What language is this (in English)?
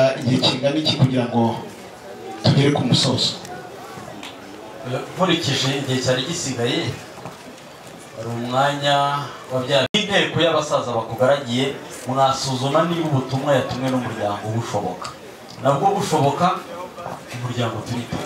Kinyarwanda